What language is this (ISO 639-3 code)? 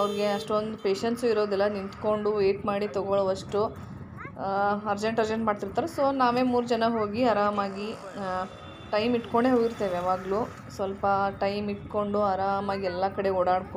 kan